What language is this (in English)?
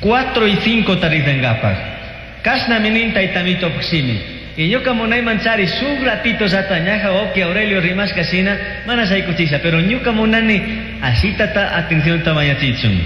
Chimborazo Highland Quichua